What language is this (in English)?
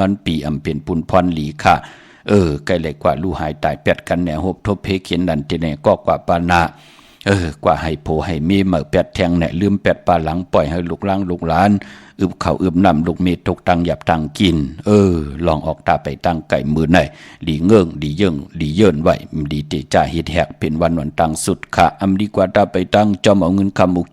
Shan